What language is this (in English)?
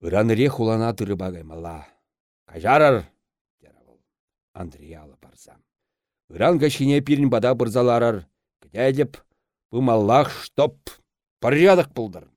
Chuvash